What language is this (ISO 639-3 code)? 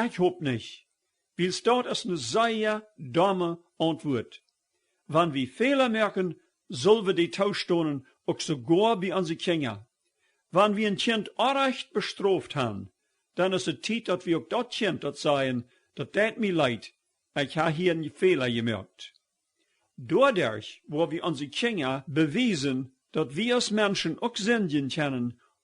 pdt